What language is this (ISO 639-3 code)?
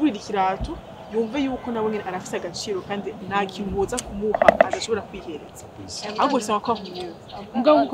run